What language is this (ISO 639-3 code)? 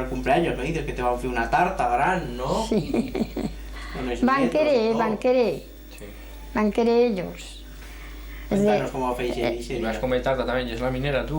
arg